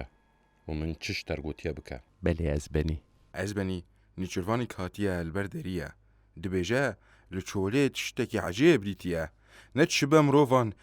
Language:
Kurdish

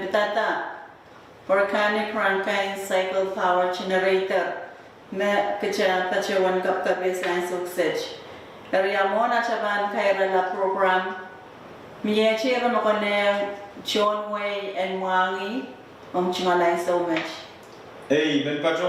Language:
Pohnpeian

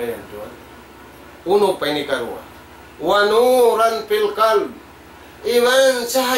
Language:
Tausug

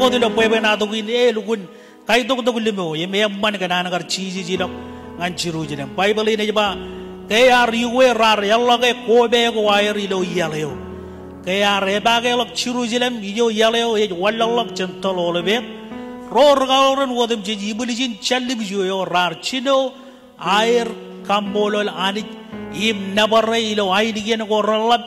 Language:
Marshallese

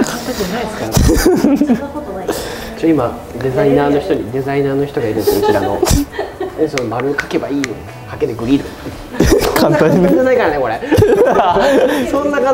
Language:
Japanese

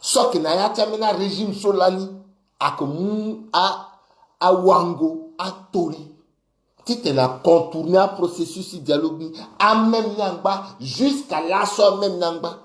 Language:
Sango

